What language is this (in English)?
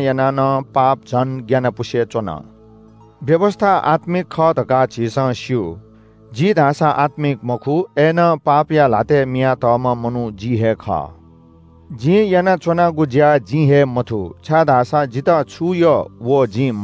Newari